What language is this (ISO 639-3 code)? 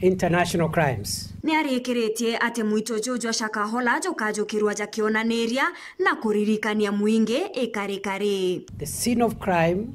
mer